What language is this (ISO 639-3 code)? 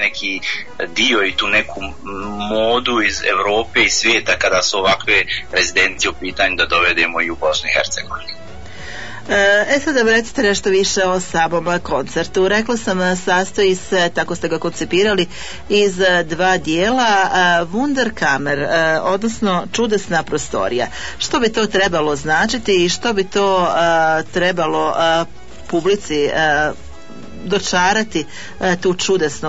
bos